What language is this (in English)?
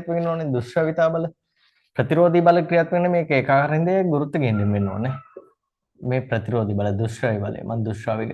Sinhala